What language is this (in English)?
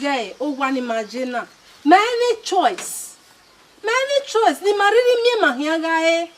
Bini